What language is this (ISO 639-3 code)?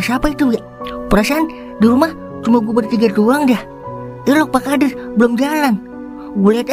bew